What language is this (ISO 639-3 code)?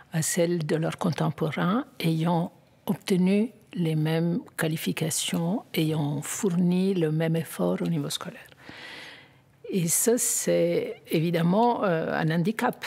fra